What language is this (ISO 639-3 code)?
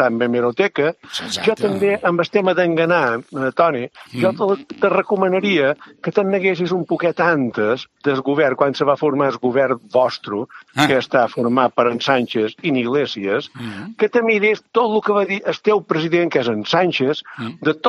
cat